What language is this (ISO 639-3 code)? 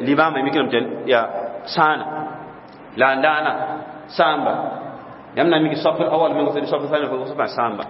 mos